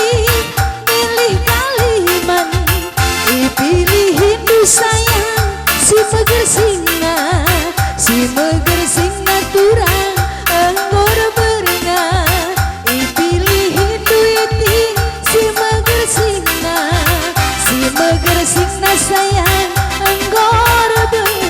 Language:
Batak Karo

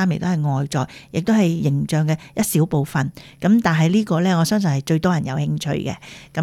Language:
Cantonese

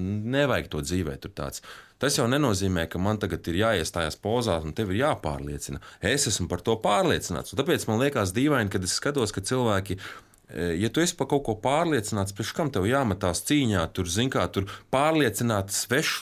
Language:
Latvian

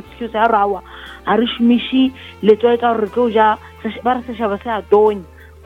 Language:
Northern Sotho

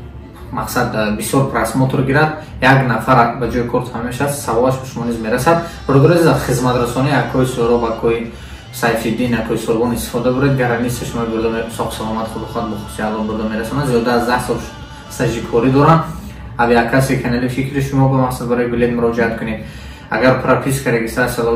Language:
Tajik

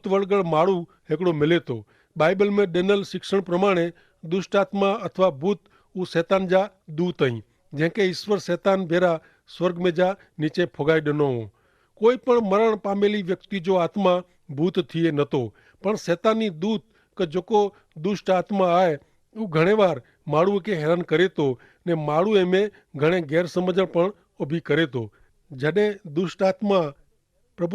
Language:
Kachhi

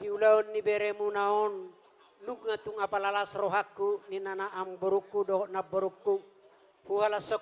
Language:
Batak Toba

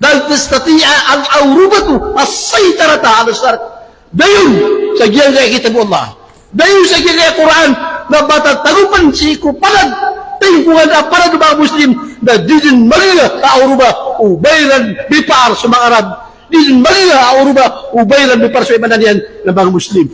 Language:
Maranao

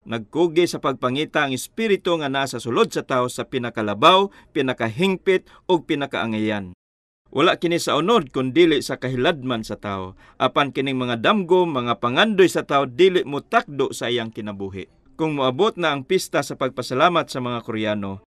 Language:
Cebuano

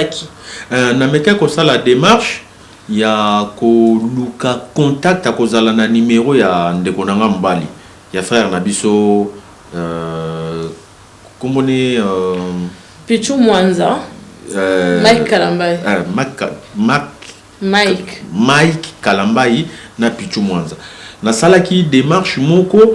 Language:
Lingala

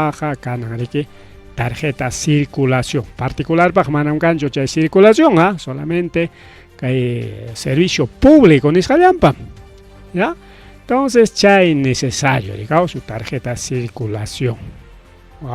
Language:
Ayacucho Quechua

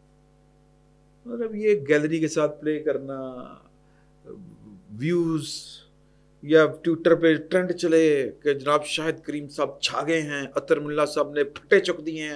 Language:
Urdu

